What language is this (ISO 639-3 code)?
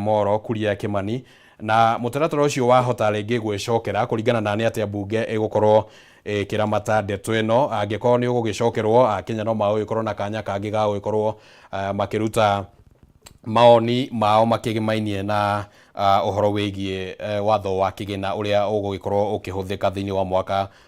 kik